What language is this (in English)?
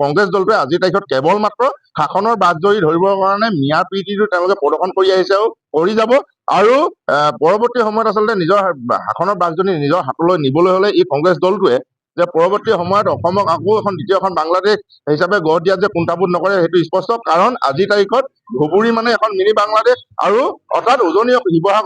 Assamese